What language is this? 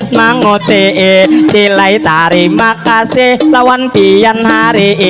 Banjar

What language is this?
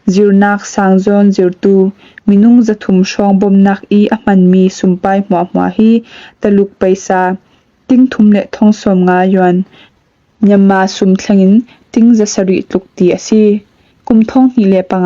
Falam Chin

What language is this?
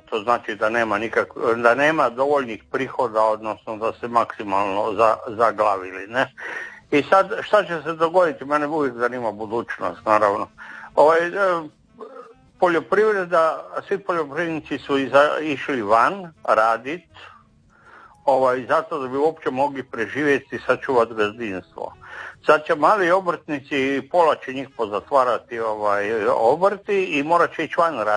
Croatian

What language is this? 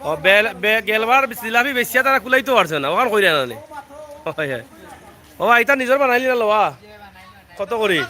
Sylheti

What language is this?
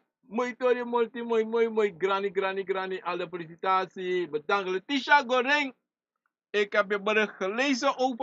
Sranan Tongo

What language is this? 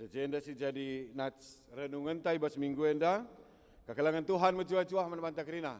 Batak Karo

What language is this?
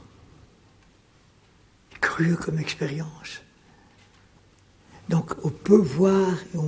French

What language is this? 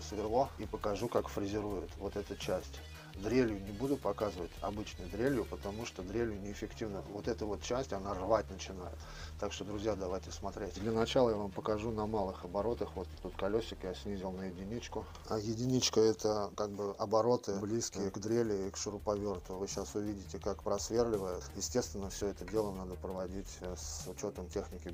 Russian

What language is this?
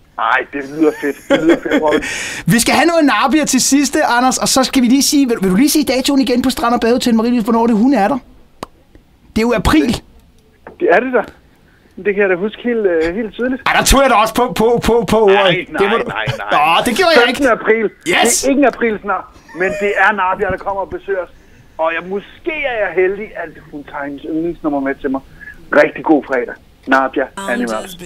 Danish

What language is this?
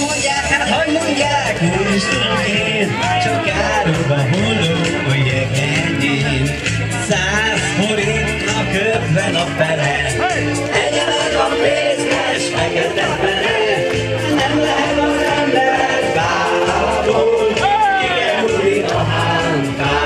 Hungarian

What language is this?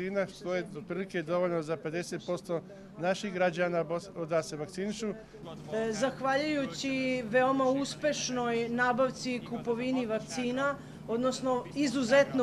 Bosnian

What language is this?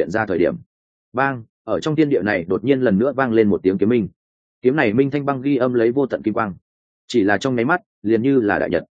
Vietnamese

